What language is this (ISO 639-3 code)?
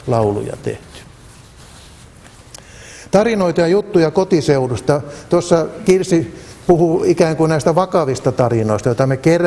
fin